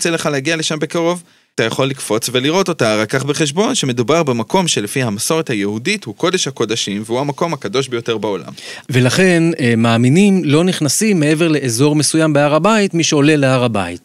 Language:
Hebrew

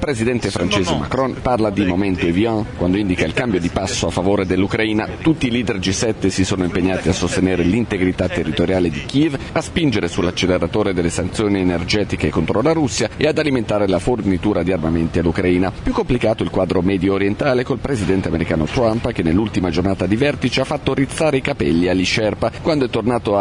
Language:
Italian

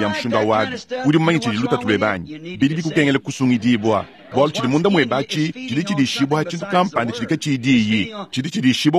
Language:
Luba-Lulua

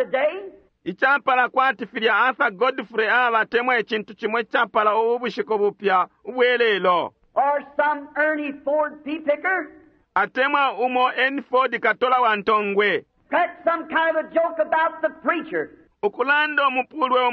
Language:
Bemba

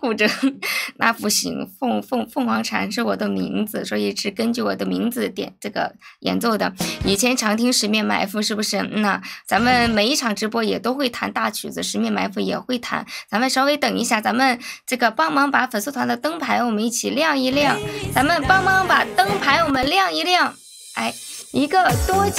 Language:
Chinese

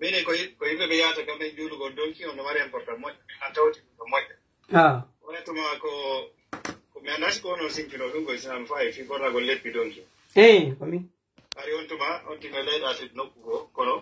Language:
Pular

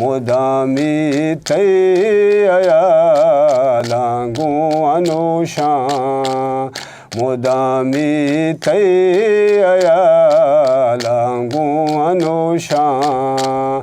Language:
Eastern Balochi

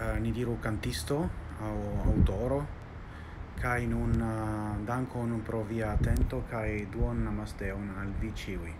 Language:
Esperanto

